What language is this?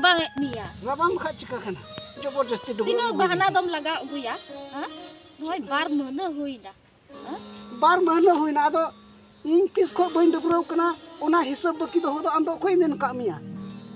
Santali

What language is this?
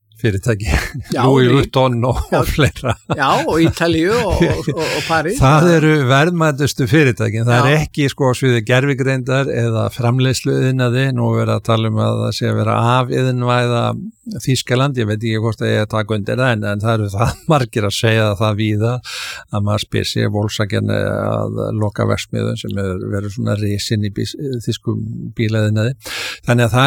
Icelandic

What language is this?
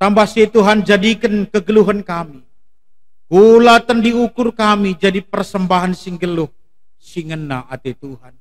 Batak Karo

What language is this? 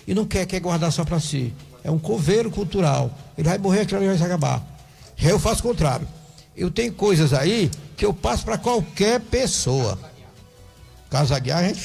Portuguese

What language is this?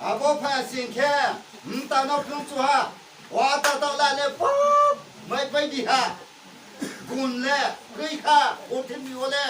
Riang (India)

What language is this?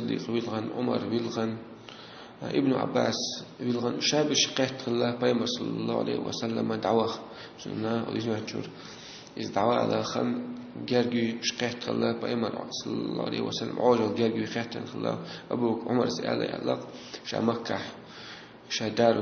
Chechen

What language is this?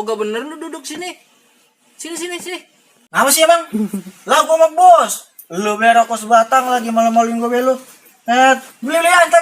Betawi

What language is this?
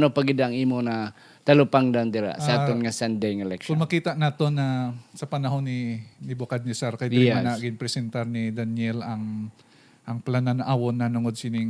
Hiligaynon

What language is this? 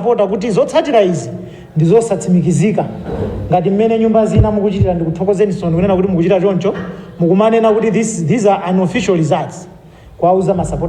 Nyanja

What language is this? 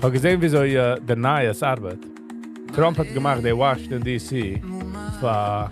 Yiddish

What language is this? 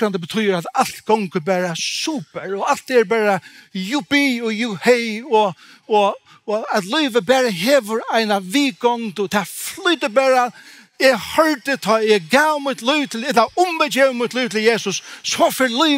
Faroese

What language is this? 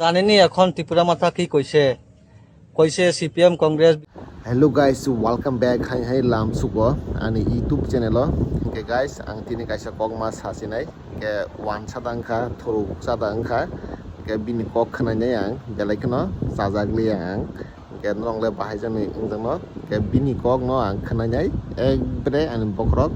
Kok Borok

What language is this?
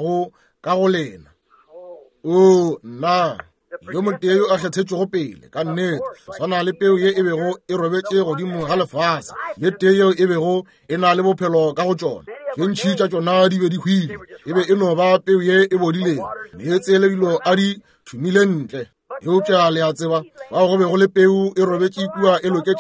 Northern Sotho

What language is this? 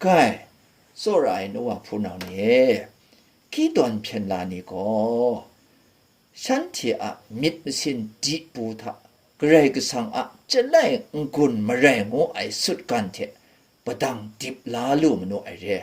Kachin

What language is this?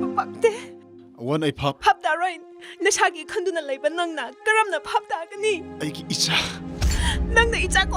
Tangkhul Naga (India)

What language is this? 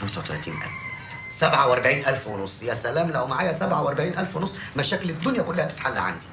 Egyptian Arabic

